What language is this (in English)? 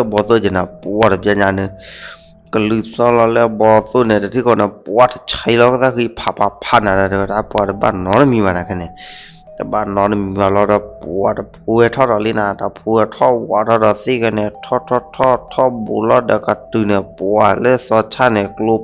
S'gaw Karen